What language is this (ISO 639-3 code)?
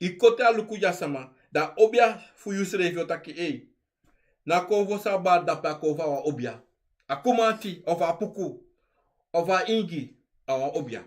srn